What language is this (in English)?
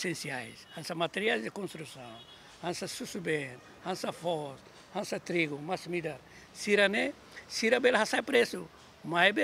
Tetum